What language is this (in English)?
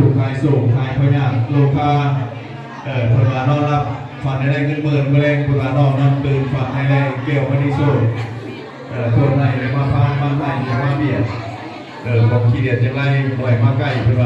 Northeastern Thai